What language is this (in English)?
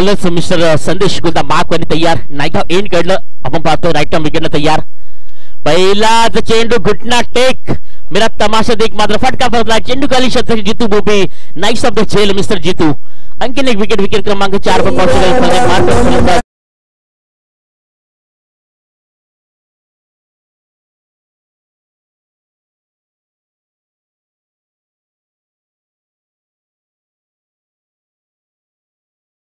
Marathi